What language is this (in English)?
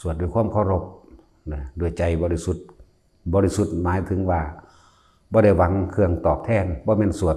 Northeastern Thai